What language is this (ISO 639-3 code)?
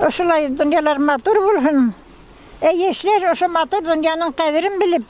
bak